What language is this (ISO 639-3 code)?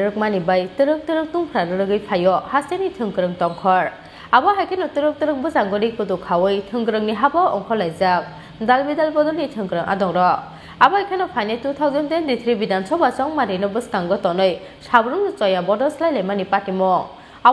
trp